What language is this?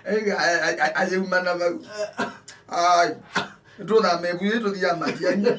Kamba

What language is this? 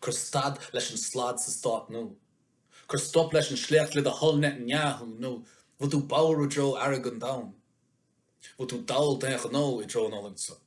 Irish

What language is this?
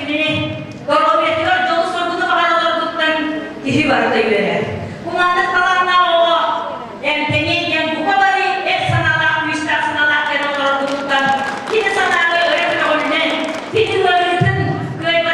Yakut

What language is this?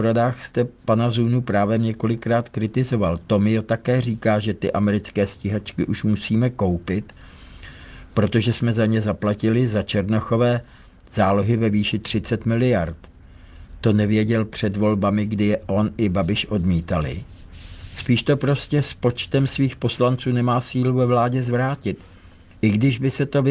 Czech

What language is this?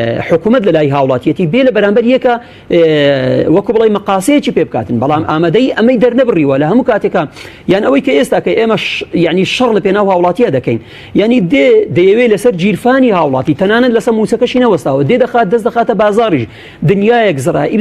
Central Kurdish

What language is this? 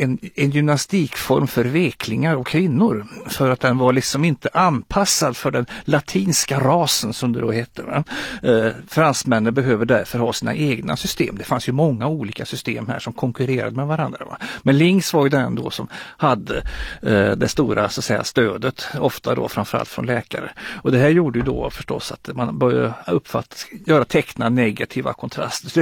Swedish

